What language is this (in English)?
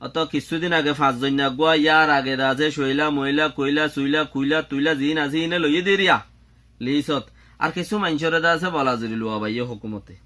Rohingya